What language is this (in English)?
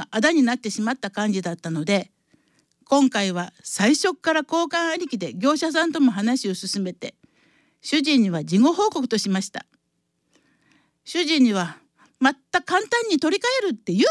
Japanese